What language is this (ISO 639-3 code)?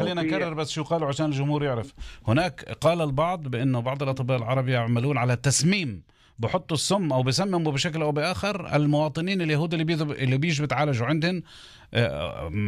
apc